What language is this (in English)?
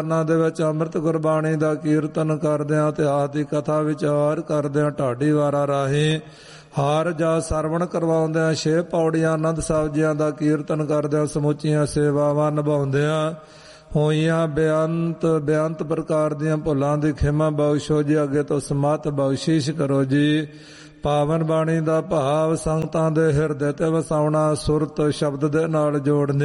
Punjabi